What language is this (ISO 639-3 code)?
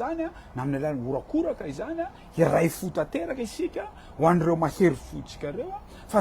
mlg